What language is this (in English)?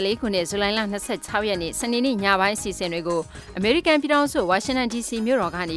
Burmese